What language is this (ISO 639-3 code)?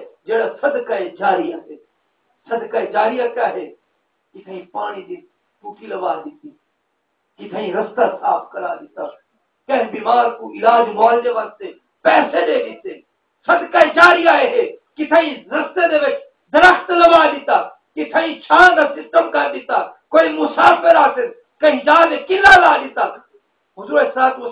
skr